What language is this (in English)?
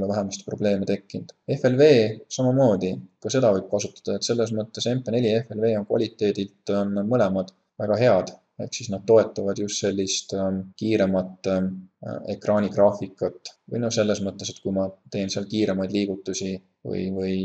Estonian